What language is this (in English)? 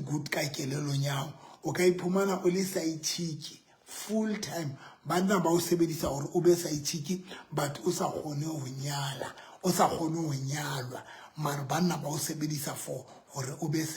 Southern Sotho